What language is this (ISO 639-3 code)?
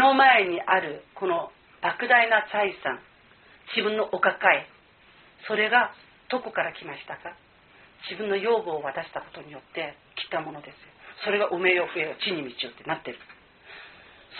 jpn